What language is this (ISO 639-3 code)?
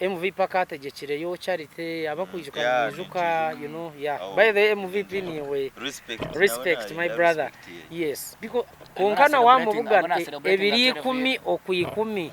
nyn